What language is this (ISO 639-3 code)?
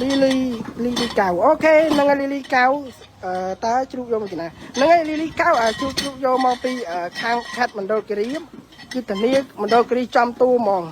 khm